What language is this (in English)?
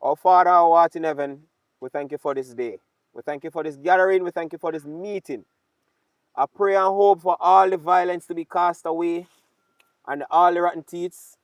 Jamaican Creole English